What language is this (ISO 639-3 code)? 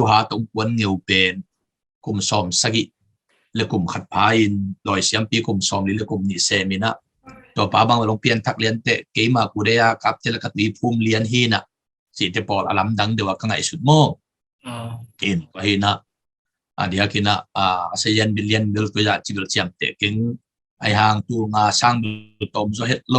ctd